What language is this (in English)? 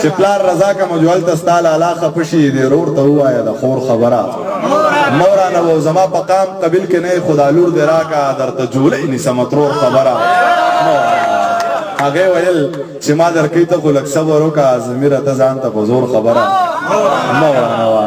Pashto